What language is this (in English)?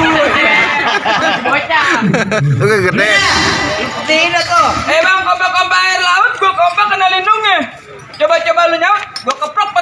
Betawi